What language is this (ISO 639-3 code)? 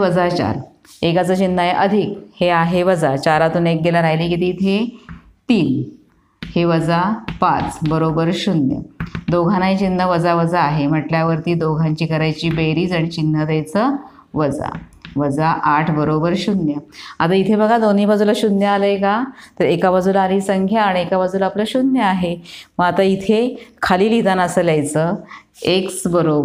mar